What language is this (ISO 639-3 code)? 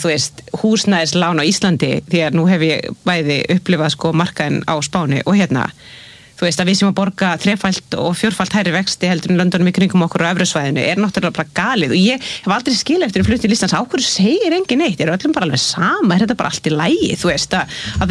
isl